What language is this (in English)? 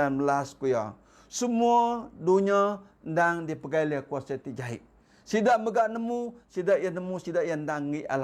Iban